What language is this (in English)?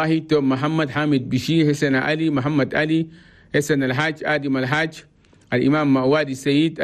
Chadian Arabic